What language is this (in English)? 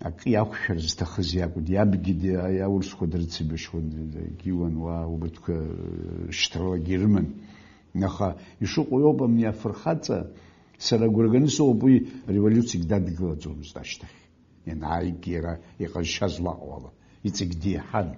Abkhazian